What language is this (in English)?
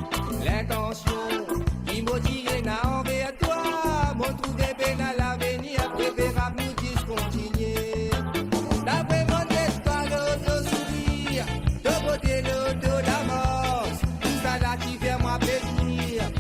Morisyen